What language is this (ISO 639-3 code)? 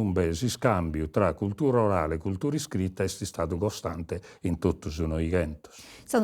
srd